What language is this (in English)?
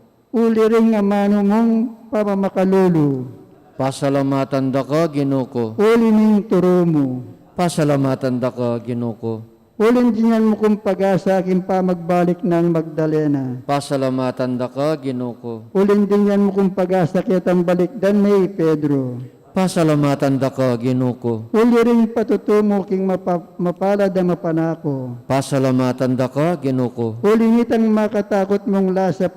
Pampanga